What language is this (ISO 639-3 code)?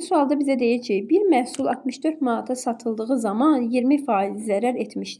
aze